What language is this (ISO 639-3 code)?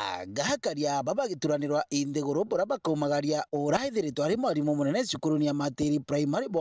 mer